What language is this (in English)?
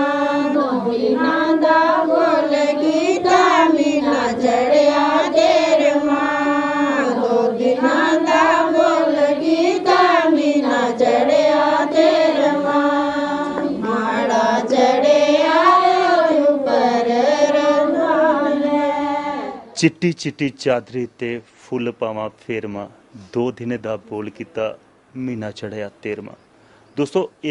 Dogri